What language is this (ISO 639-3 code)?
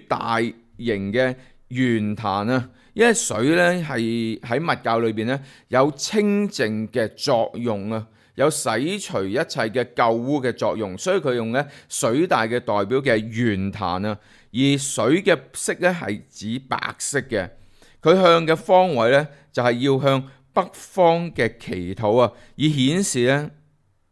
yue